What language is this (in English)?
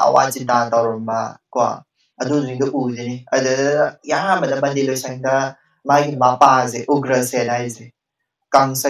Manipuri